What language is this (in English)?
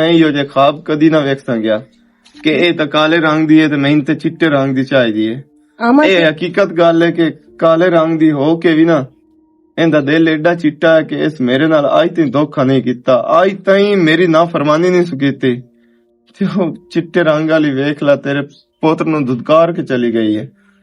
Western Panjabi